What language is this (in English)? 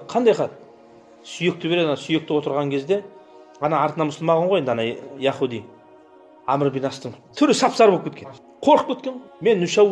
Kazakh